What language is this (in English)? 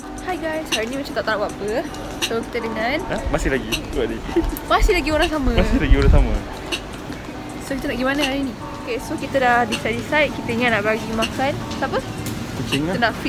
Malay